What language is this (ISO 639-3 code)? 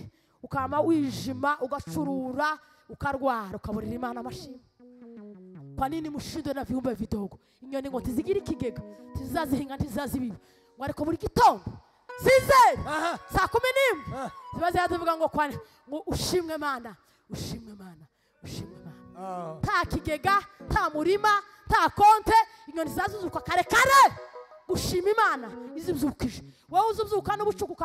kin